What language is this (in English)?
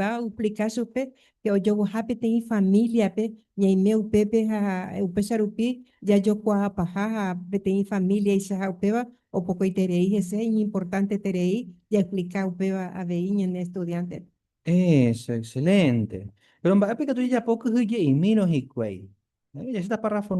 Guarani